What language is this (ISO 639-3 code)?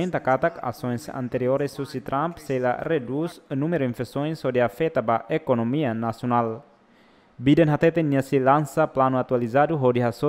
tet